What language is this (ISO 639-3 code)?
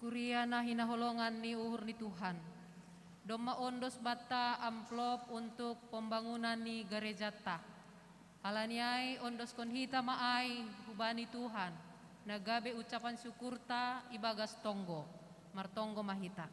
bts